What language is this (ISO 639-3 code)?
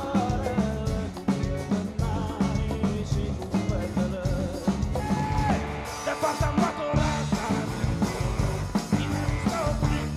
ron